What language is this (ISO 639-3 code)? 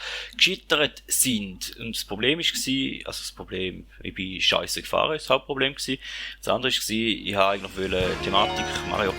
gsw